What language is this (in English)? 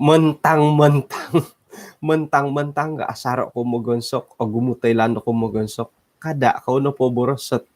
Central Dusun